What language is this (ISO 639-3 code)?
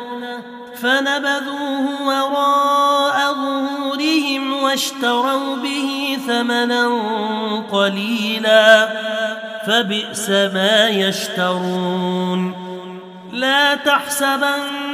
ara